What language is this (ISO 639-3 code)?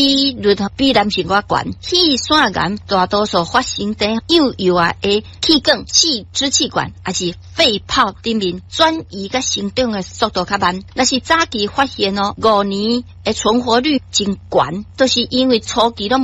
nan